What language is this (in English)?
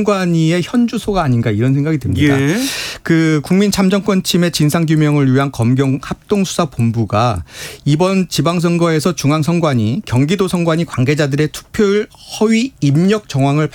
Korean